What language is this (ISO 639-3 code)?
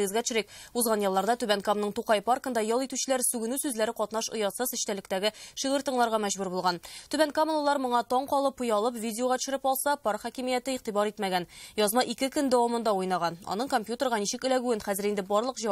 tat